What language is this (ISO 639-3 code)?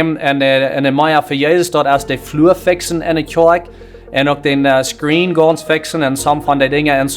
pdt